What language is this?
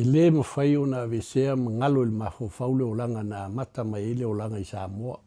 Samoan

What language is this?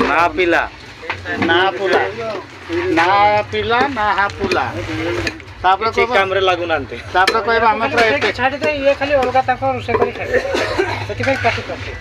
Santali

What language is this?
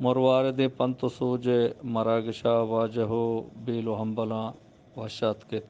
Eastern Balochi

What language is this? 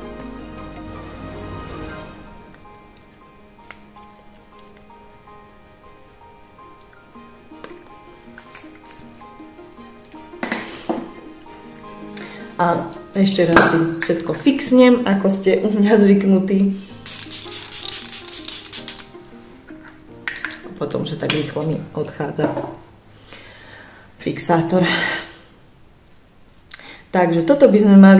Slovak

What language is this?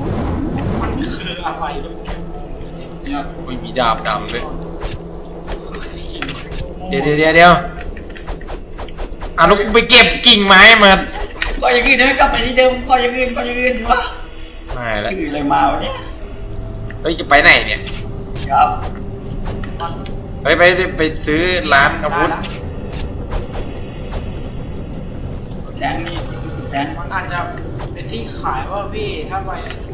Thai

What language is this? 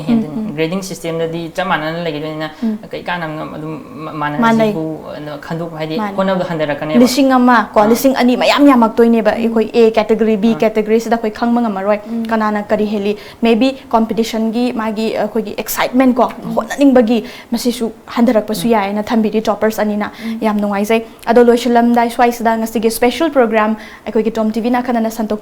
Manipuri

